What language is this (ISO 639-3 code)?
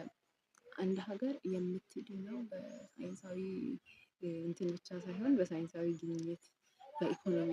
amh